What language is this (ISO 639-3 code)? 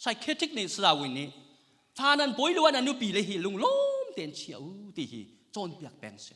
cnh